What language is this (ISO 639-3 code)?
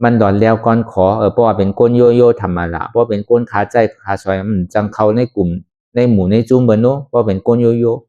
shn